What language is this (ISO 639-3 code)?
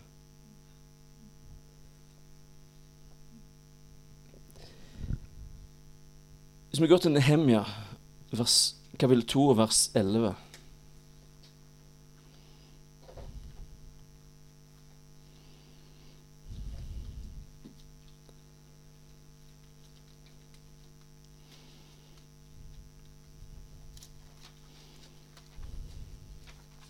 nor